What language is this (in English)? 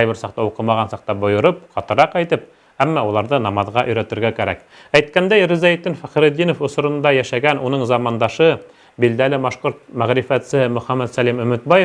Bashkir